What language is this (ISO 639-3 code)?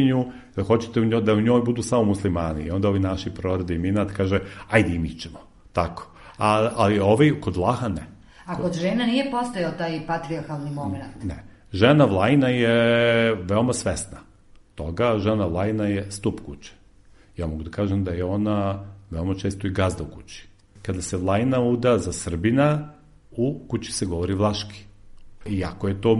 srp